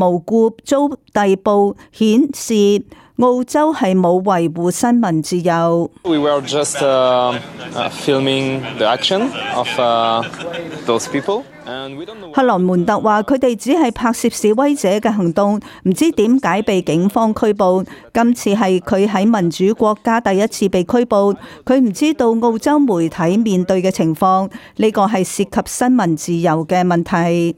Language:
Cantonese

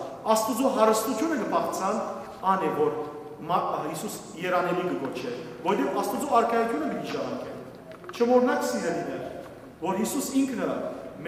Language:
Western Armenian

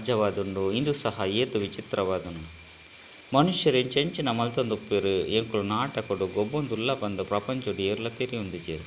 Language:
Tulu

